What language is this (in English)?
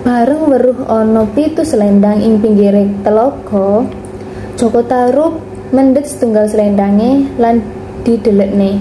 Javanese